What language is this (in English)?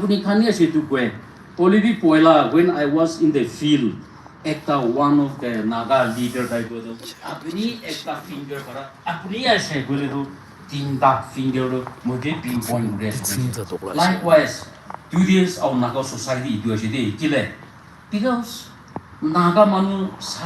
Naga Pidgin